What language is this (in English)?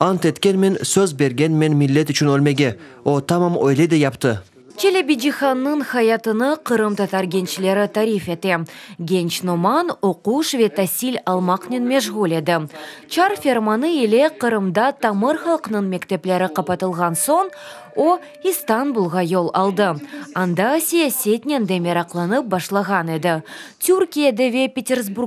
Crimean Tatar